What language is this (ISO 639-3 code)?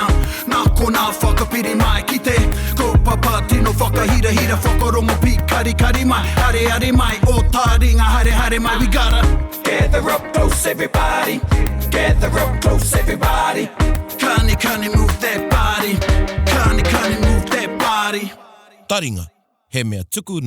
mri